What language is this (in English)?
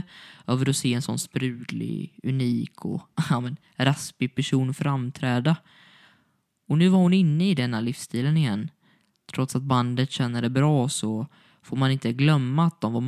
Swedish